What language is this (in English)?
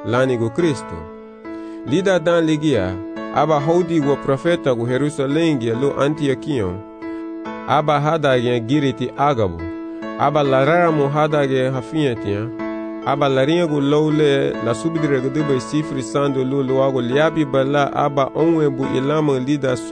Garifuna